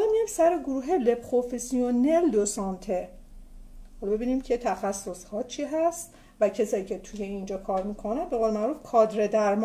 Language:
Persian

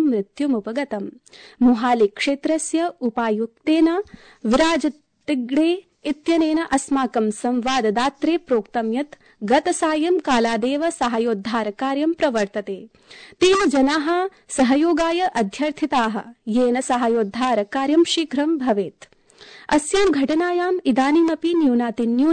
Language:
Sanskrit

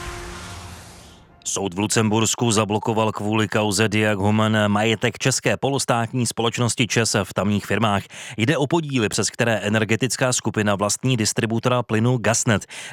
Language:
Czech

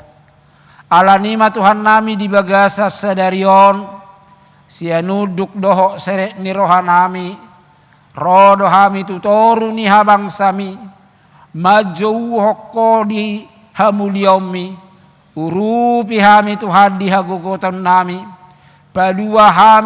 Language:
Batak Toba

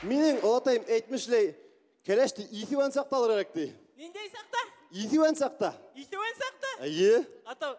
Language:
Bashkir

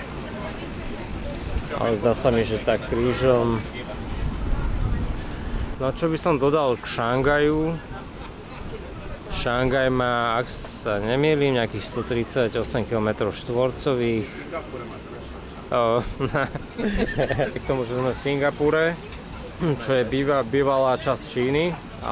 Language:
Slovak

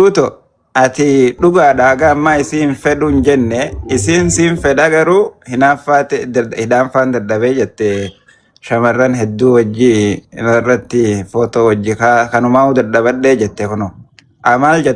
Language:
Oromo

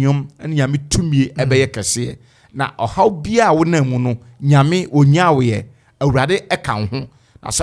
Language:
Akan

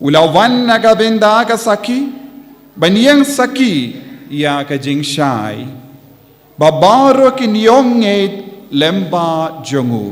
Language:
Khasi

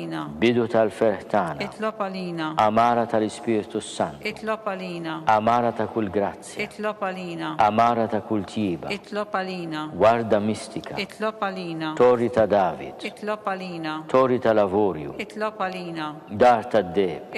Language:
Maltese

